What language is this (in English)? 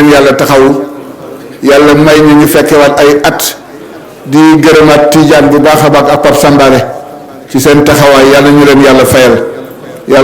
Wolof